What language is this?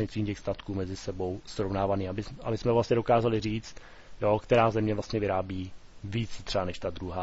Czech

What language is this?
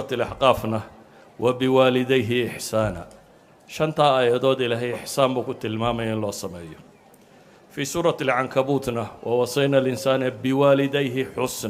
Somali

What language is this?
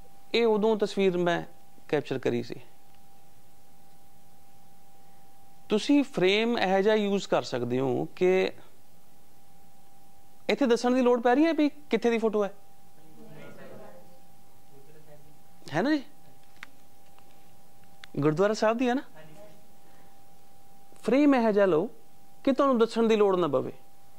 Punjabi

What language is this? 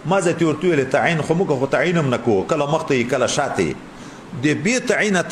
Pashto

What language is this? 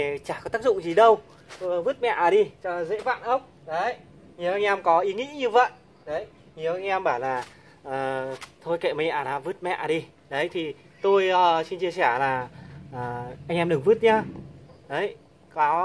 Vietnamese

